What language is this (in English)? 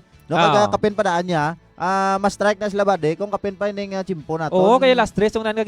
Hiligaynon